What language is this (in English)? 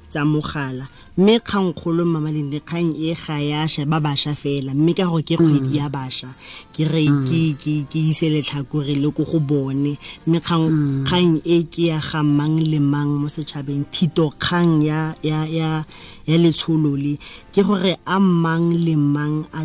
Tswana